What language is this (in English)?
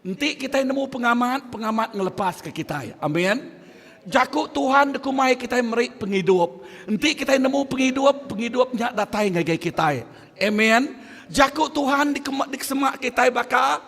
Iban